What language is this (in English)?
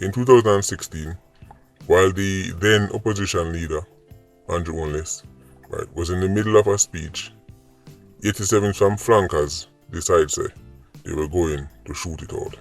Jamaican Creole English